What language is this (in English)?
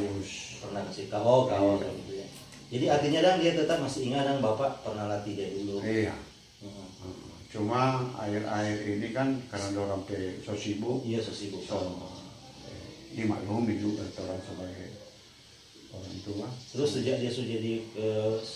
Manado Malay